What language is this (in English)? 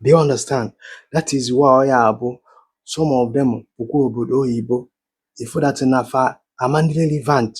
Igbo